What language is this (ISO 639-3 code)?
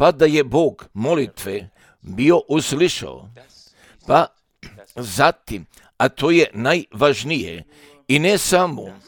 srp